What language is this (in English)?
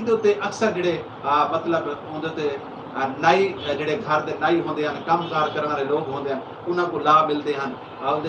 Saraiki